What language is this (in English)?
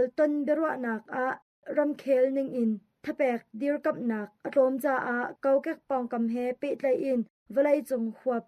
Hakha Chin